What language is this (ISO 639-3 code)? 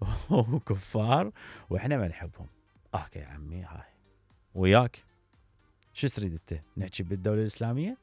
acm